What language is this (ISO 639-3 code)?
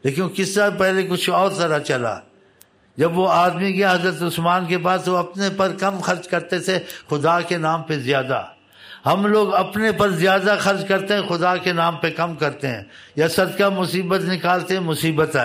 urd